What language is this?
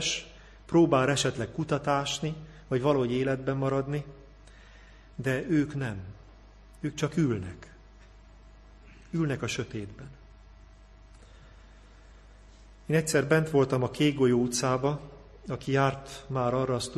Hungarian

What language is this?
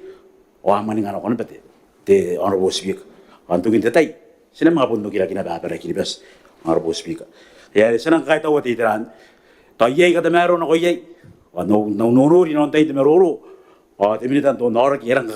Gilbertese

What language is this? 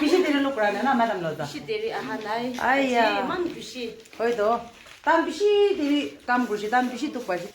Naga Pidgin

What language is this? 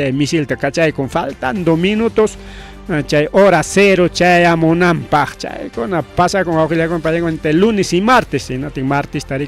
Ayacucho Quechua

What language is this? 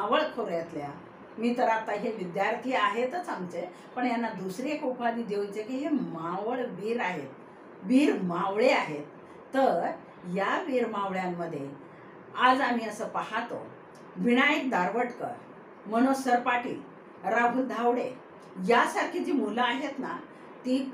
Marathi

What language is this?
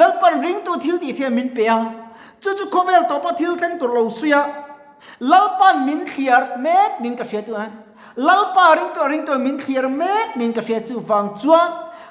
Mizo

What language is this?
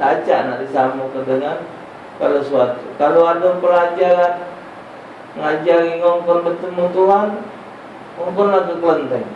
Musi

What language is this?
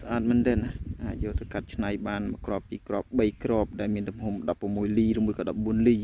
Khmer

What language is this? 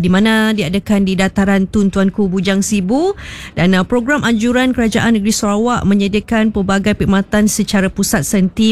Malay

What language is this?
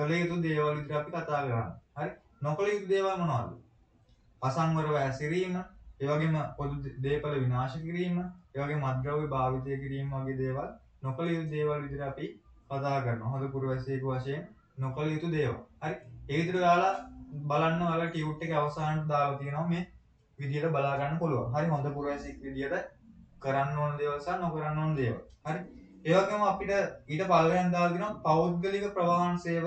Sinhala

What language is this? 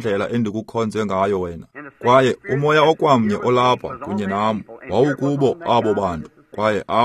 Xhosa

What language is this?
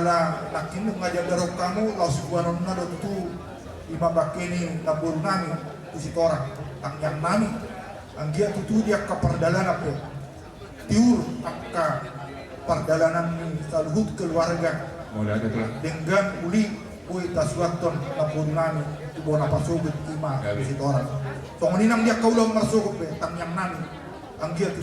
Batak Toba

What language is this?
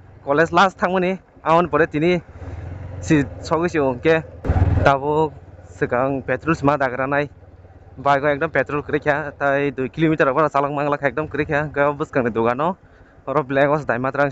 Kok Borok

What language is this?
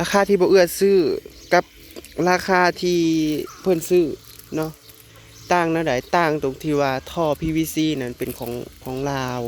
Northeastern Thai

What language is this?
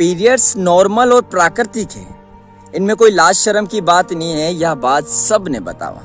Rajasthani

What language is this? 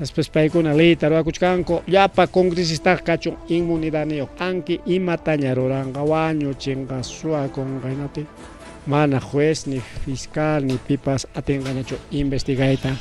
Ayacucho Quechua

